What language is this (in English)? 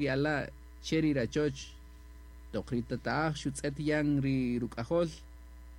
Kaqchikel